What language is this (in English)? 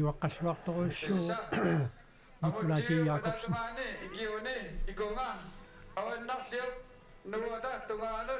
Kalaallisut